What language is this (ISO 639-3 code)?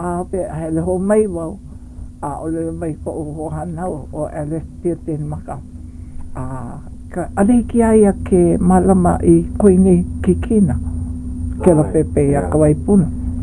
haw